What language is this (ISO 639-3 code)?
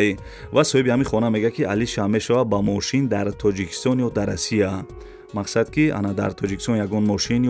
tgk